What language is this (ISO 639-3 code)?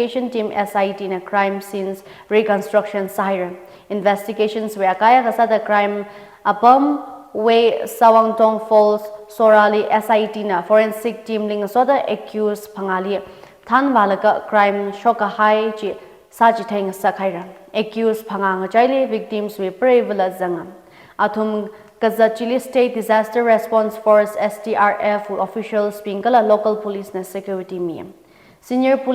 nmf